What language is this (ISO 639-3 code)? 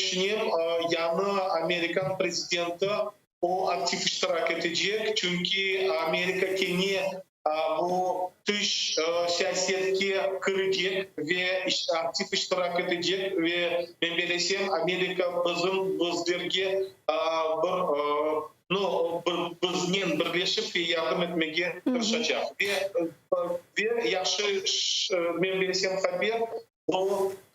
crh